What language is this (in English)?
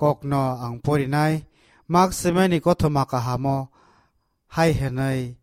Kok Borok